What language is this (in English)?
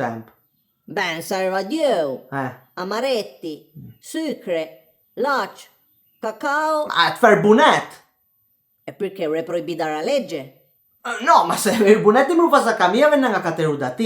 Piedmontese